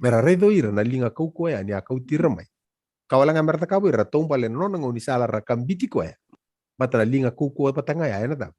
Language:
Fijian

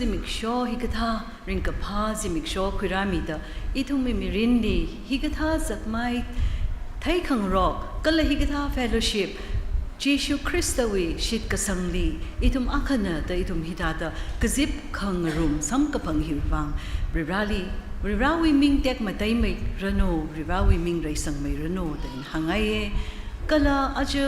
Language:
Tangkhul Naga (India)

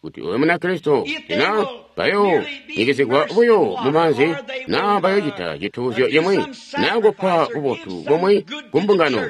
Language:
Tonga (Zambia)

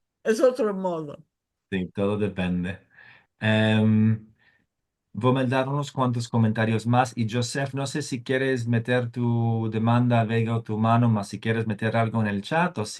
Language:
Ladino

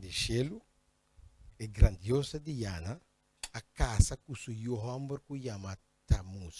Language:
Papiamento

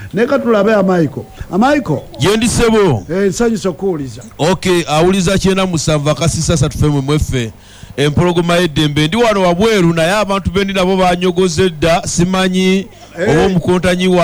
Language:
Ganda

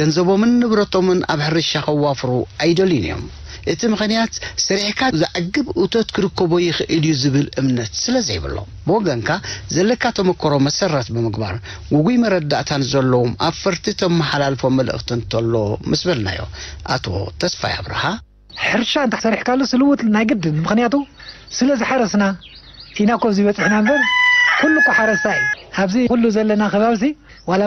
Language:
Tigrinya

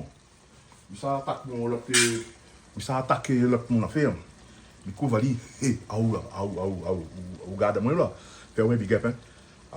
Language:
Réunion Creole French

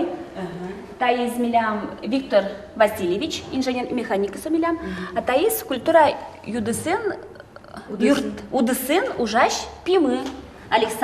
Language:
Udmurt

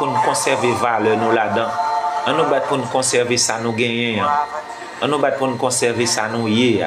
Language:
Haitian Creole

